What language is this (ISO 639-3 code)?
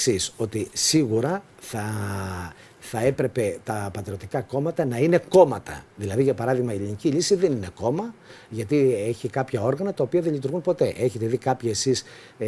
ell